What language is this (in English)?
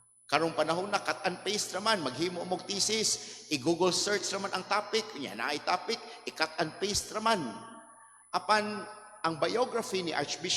Cebuano